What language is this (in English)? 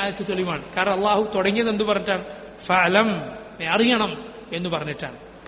Malayalam